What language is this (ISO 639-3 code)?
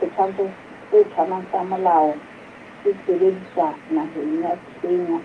sot